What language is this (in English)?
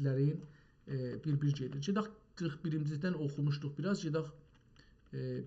South Azerbaijani